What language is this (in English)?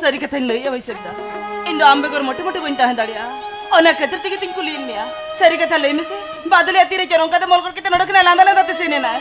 Santali